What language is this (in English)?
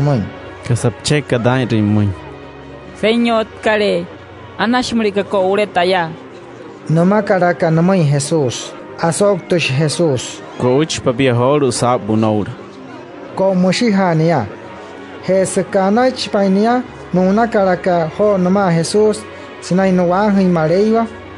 Wayuu